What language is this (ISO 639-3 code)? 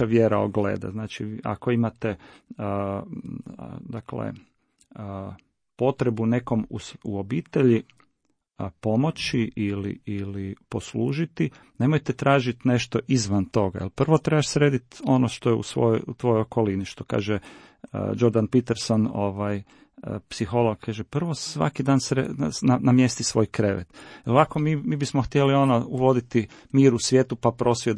hrv